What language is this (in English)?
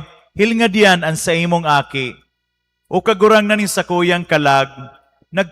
Bikol